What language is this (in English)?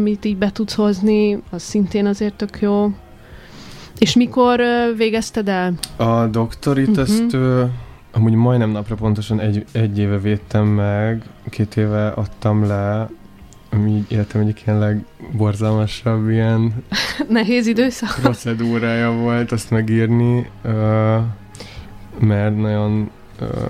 Hungarian